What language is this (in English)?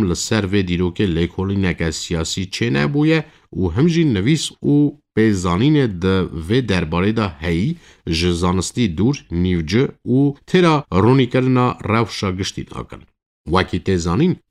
Kurdish